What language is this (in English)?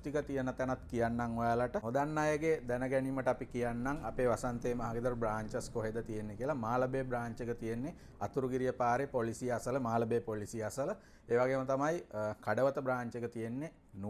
Sinhala